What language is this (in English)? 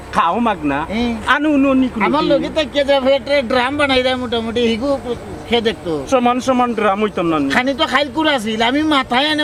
Sylheti